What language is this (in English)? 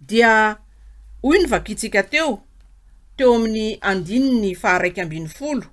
Malagasy